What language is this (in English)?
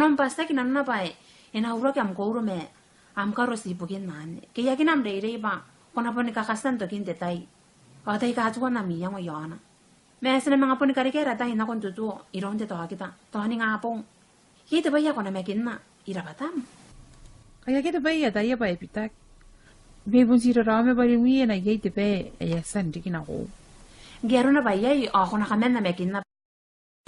Gilbertese